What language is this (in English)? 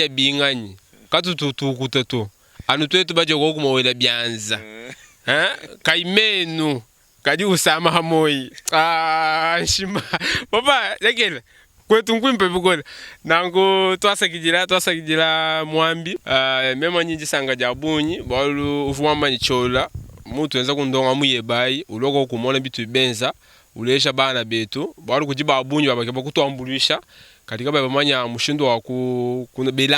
Luba-Lulua